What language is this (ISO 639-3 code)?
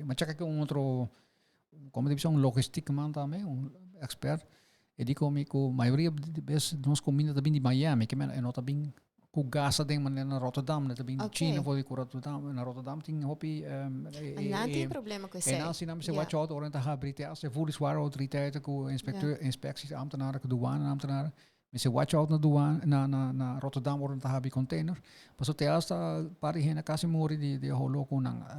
pap